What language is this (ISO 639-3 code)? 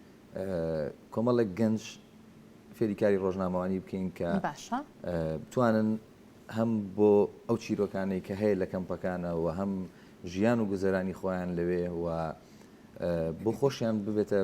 ckb